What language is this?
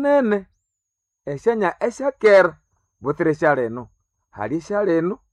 Nande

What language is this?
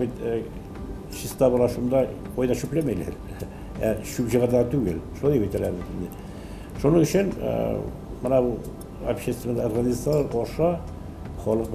Tatar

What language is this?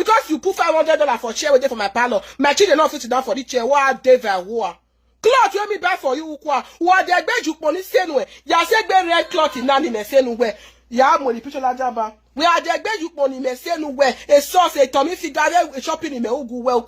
Nigerian Pidgin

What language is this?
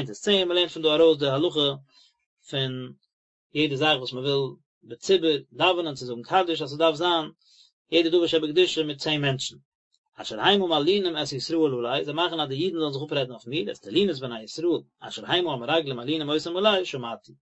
Yiddish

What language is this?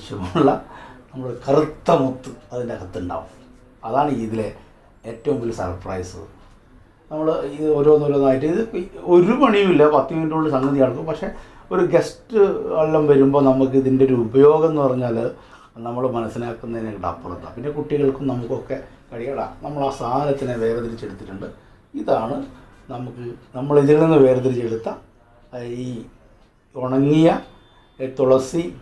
Malayalam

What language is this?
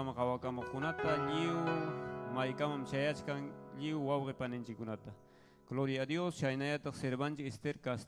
Ayacucho Quechua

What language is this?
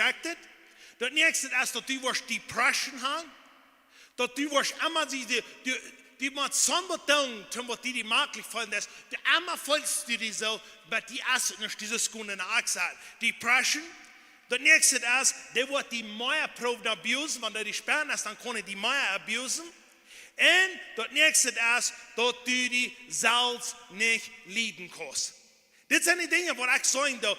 Plautdietsch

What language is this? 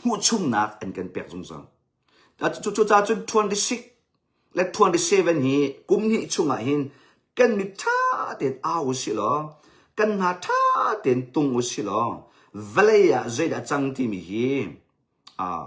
Hakha Chin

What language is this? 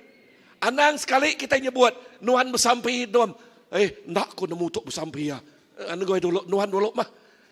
Iban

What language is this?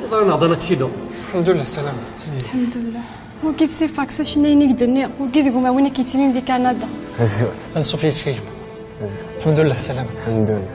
Kabyle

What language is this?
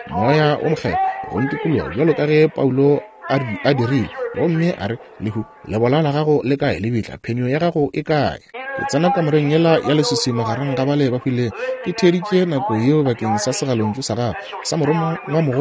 Northern Sotho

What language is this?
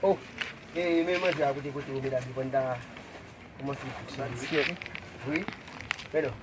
Haitian Creole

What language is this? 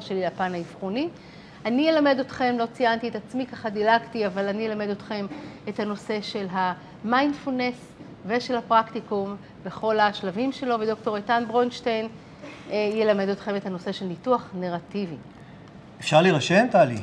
Hebrew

